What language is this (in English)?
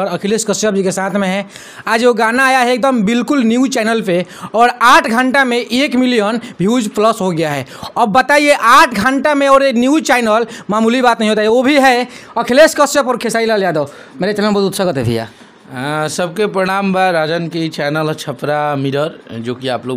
Bhojpuri